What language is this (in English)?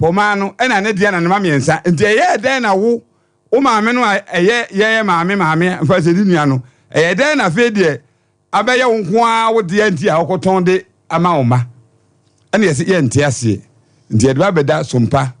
Akan